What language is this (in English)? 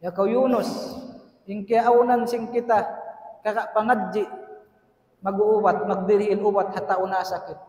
Tausug